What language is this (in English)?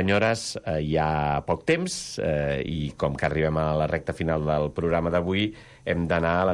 Catalan